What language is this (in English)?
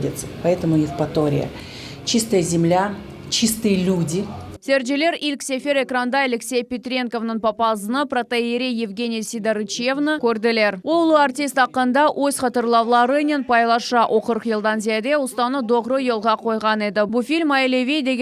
Crimean Tatar